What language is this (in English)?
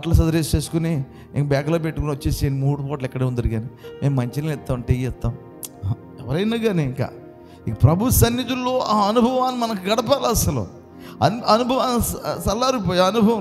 Telugu